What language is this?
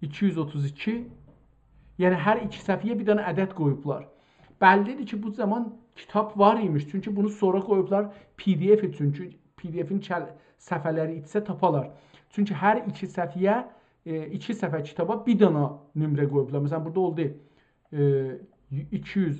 South Azerbaijani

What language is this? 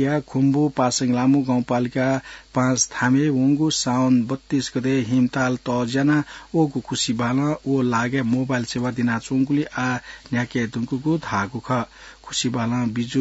Newari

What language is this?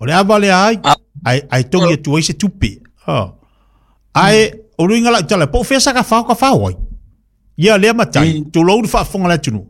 Samoan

